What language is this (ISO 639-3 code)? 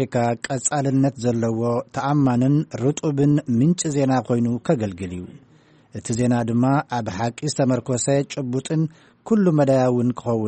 tir